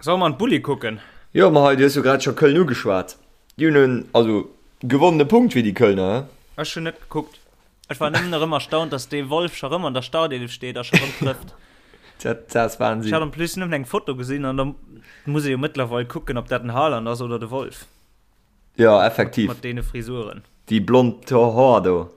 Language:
Luxembourgish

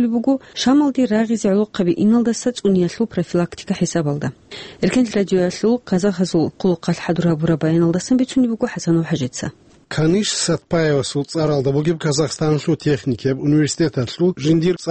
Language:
Avaric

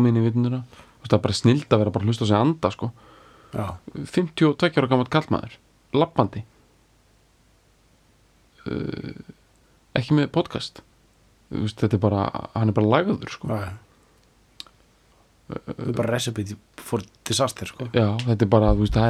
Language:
Icelandic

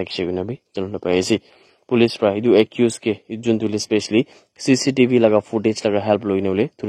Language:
Naga Pidgin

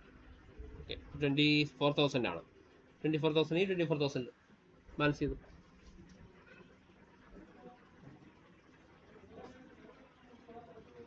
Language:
Malayalam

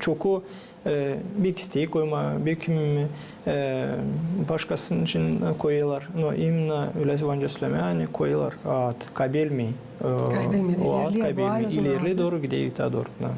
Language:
Gagauz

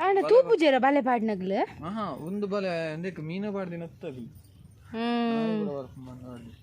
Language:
Tulu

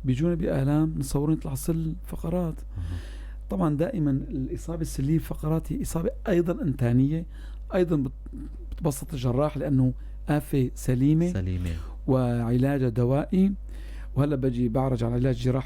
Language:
North Levantine Arabic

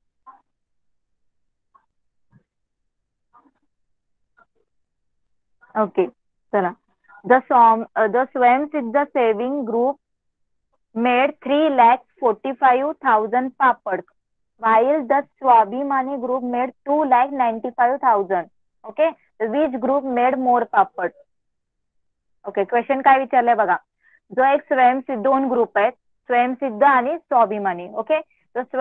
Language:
Marathi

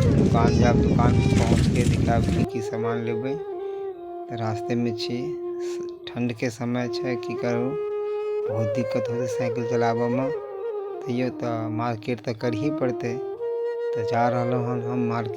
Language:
Maithili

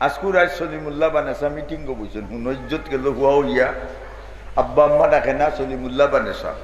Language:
Sylheti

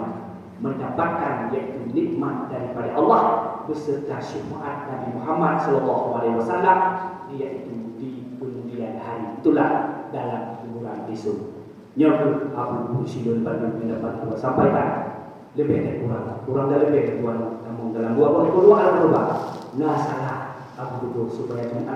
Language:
Achinese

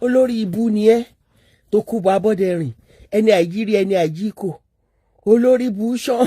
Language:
Yoruba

